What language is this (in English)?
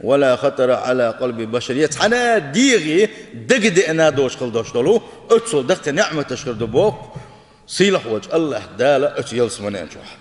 Chechen